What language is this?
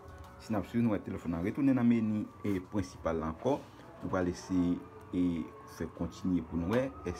Haitian Creole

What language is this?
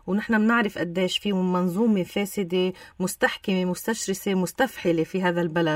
North Levantine Arabic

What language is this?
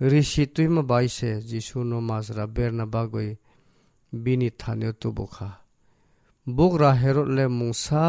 Kok Borok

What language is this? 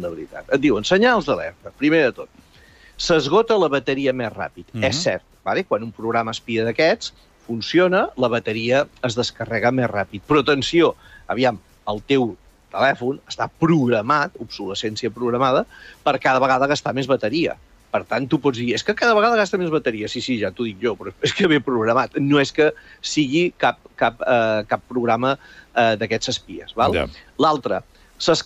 Catalan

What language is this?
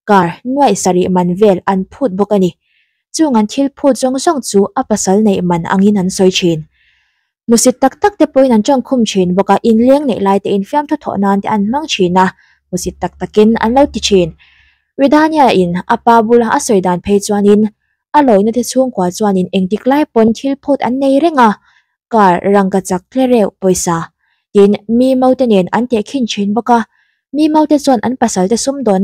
Mizo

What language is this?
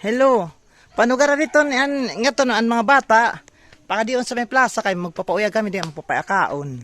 Waray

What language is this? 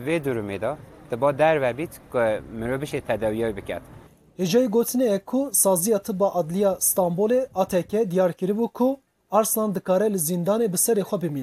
Kurdish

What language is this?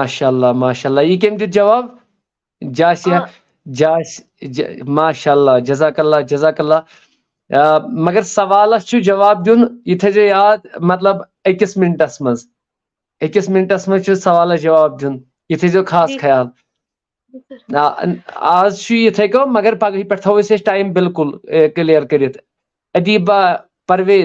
Kashmiri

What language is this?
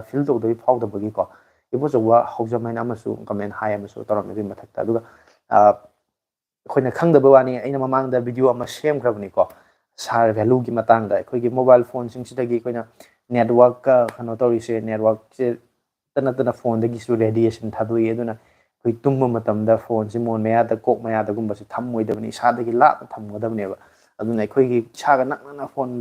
Manipuri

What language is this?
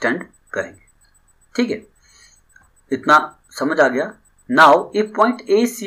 Hindi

